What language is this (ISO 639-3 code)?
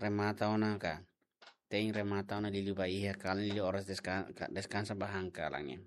tet